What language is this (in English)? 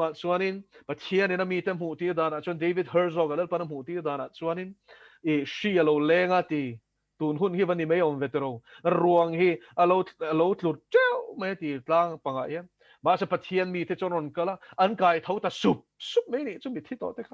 Mizo